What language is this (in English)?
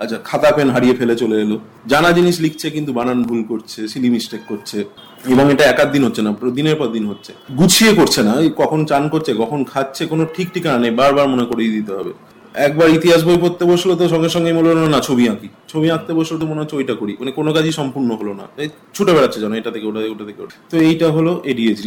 Bangla